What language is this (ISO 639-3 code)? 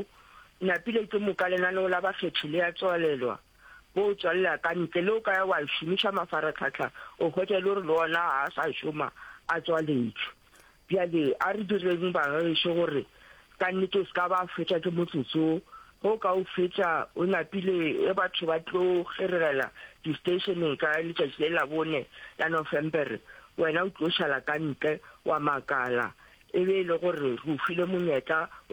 nso